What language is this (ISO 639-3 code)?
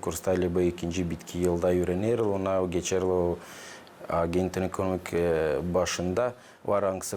gag